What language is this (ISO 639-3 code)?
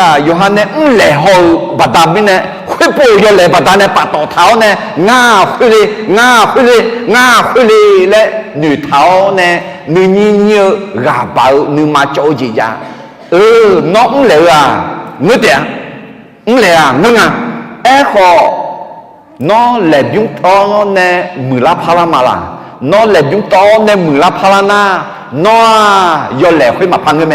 ahk